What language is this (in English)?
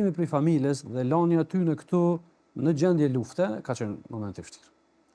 Albanian